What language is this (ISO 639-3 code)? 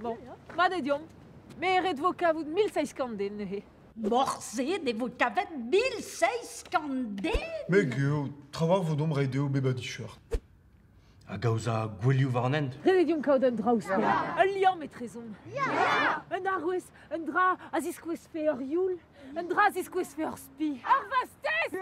bre